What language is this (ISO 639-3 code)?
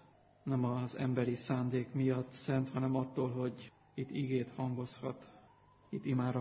hun